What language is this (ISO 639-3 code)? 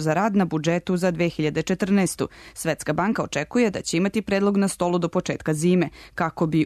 srp